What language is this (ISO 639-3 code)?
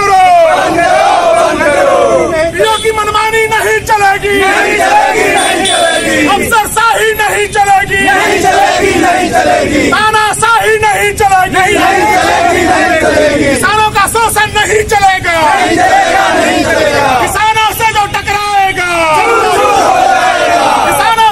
hin